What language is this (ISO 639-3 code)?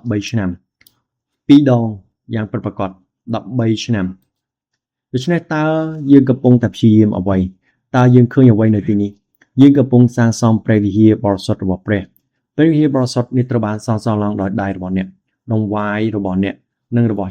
khm